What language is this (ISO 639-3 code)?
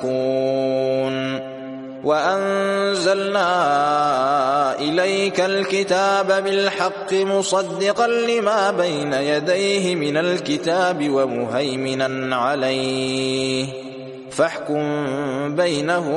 ara